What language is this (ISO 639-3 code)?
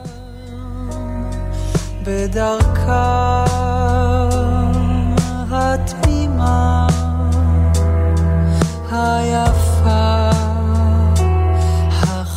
heb